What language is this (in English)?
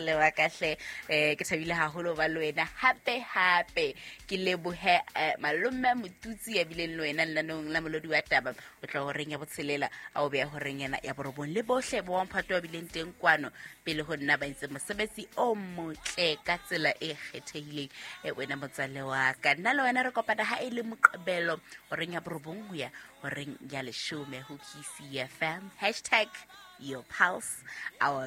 Southern Sotho